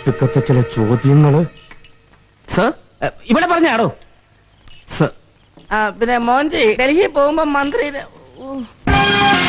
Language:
Malayalam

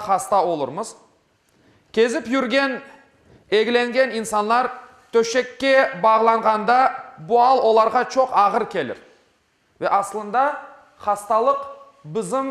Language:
Crimean Tatar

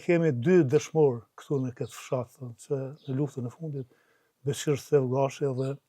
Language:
Albanian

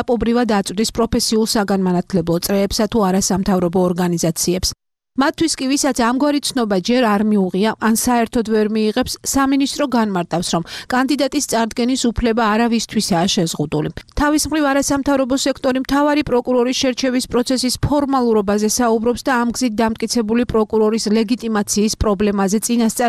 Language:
Georgian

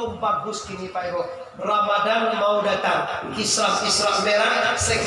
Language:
Minangkabau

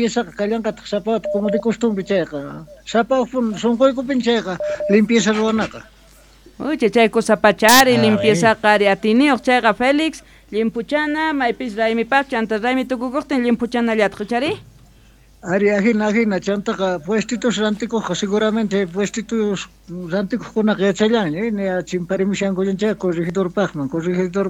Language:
South Bolivian Quechua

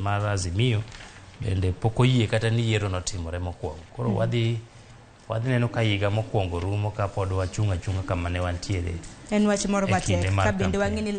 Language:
Luo (Kenya and Tanzania)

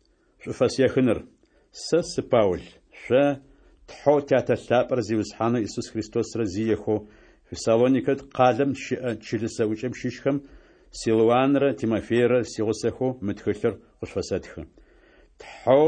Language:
Adyghe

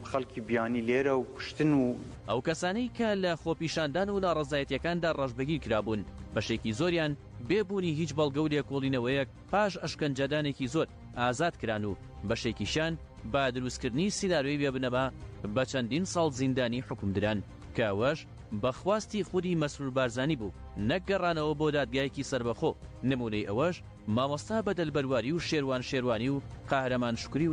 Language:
Central Kurdish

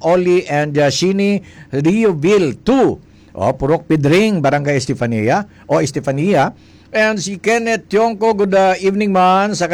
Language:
Hiligaynon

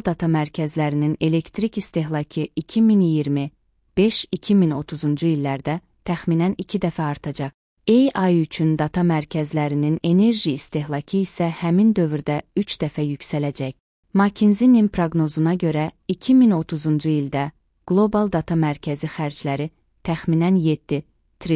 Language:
Azerbaijani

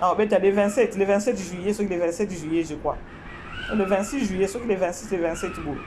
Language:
Lingala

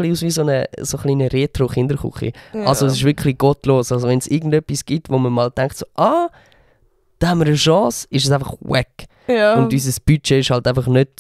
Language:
Swiss German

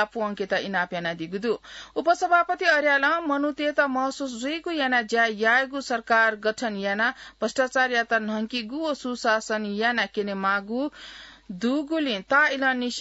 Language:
Newari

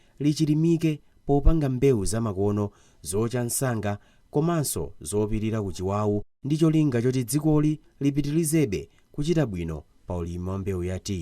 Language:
Nyanja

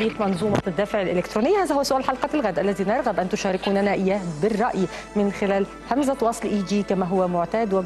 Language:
Arabic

